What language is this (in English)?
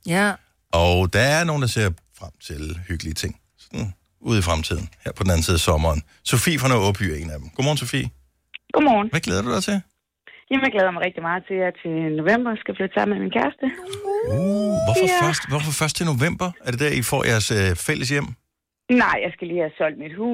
Danish